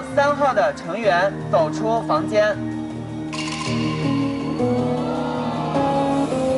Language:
Chinese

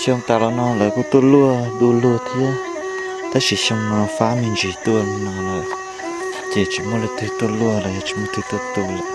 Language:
Hmong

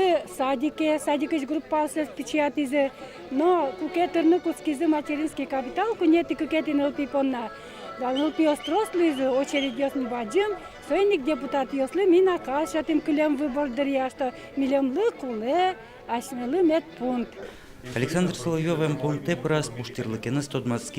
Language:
Udmurt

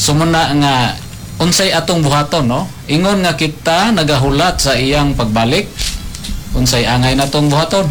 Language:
Cebuano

